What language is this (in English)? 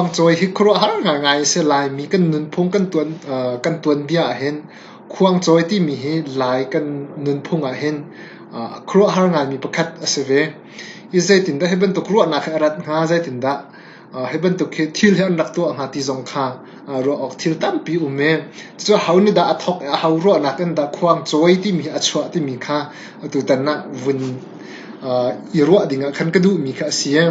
Hakha Chin